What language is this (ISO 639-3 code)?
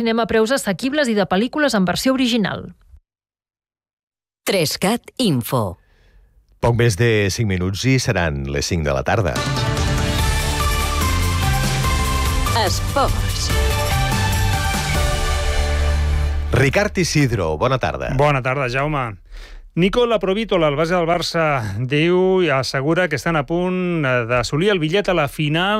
cat